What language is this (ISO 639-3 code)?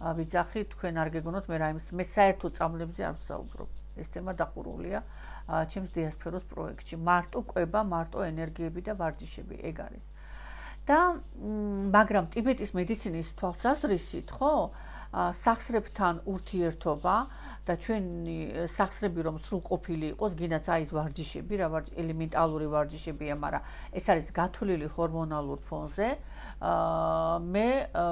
kat